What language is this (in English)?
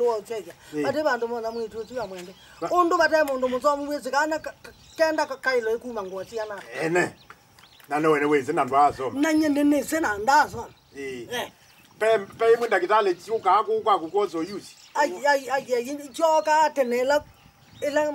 Kamba